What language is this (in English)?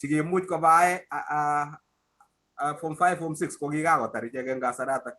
Kalenjin